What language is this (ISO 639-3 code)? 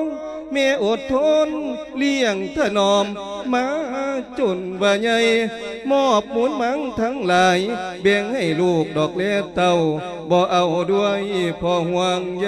lao